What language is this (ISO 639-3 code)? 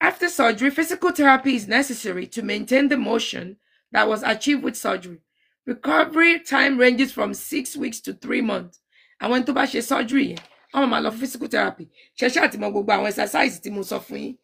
yor